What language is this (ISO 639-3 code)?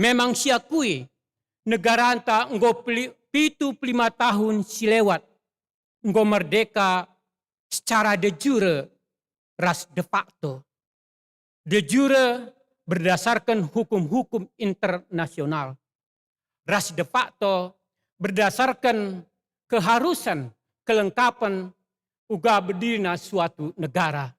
btx